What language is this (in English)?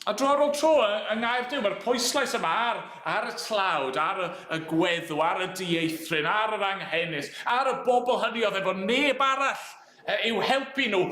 Welsh